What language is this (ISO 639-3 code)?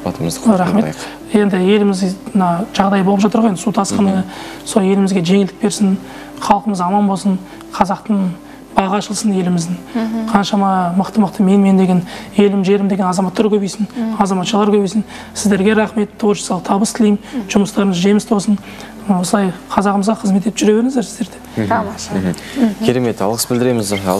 kaz